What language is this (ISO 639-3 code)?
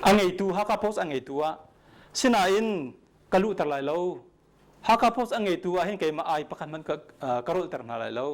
cnh